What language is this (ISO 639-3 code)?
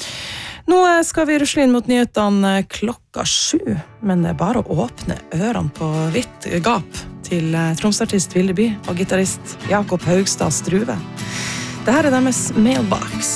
nor